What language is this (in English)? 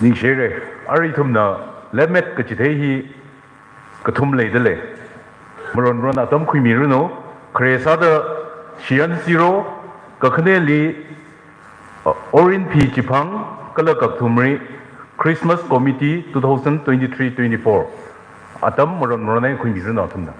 Tangkhul Naga (India)